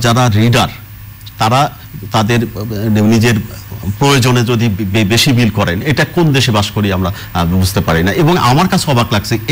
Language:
Bangla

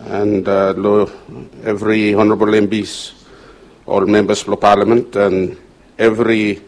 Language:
Bislama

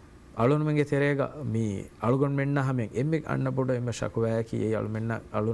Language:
Divehi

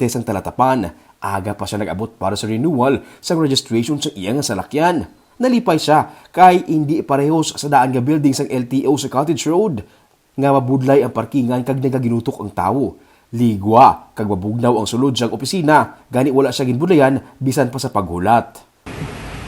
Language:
Hiligaynon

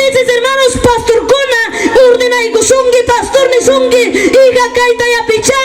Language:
Ayacucho Quechua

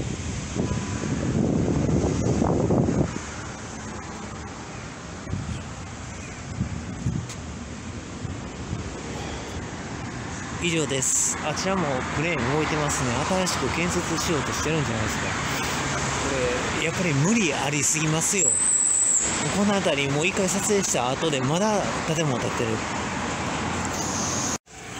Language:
Japanese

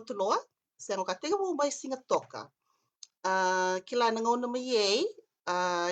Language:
Fijian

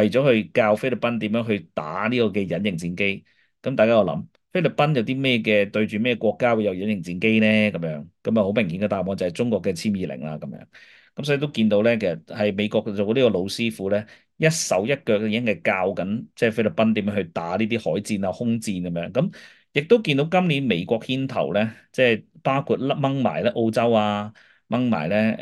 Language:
Cantonese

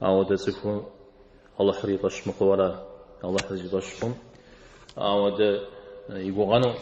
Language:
Kabardian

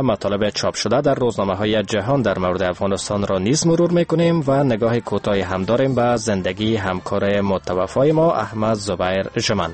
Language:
Persian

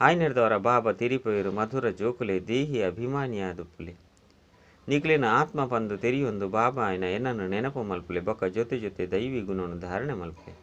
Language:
Tulu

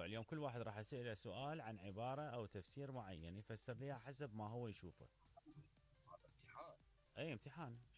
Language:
Mesopotamian Arabic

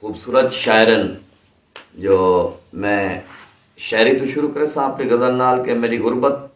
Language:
Saraiki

